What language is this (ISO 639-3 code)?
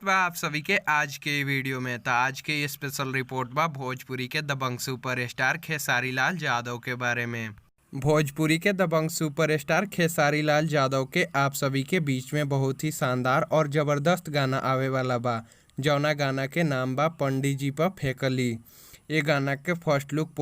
bho